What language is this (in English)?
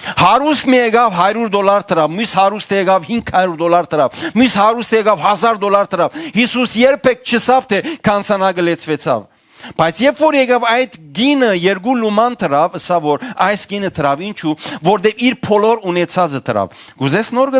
Western Armenian